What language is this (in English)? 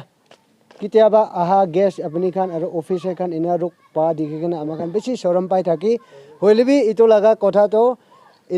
Naga Pidgin